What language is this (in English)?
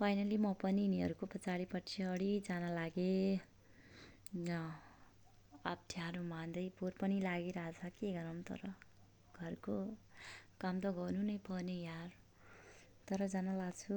Nepali